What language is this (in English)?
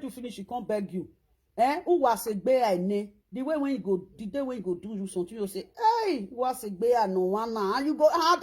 Nigerian Pidgin